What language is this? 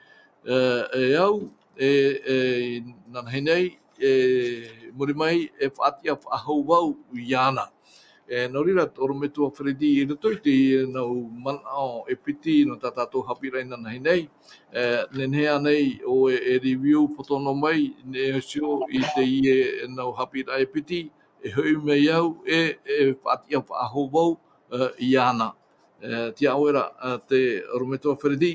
Tahitian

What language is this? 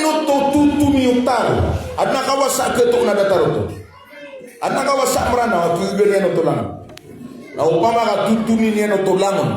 Maranao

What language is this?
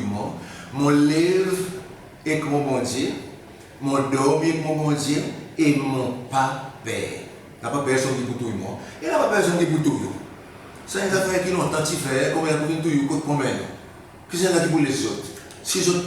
Seselwa Creole French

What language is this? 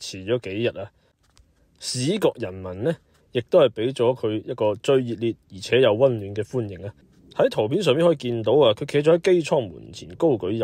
Cantonese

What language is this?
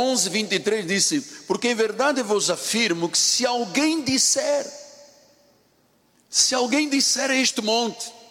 Portuguese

